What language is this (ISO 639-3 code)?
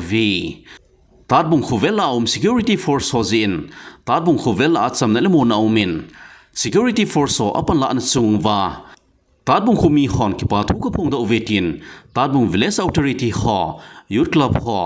tcz